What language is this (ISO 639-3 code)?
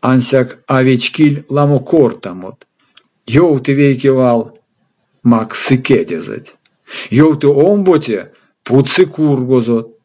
myv